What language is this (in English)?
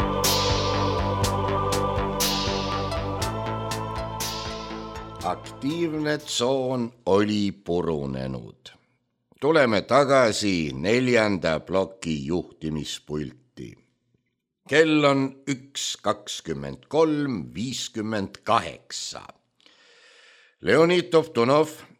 Estonian